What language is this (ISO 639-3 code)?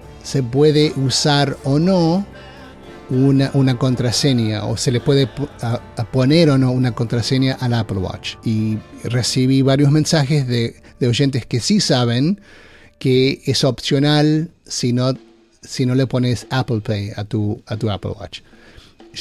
spa